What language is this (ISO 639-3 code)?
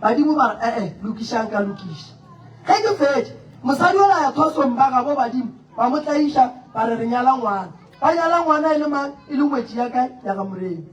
nso